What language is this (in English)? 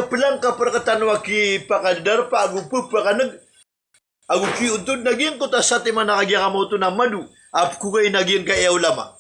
Maranao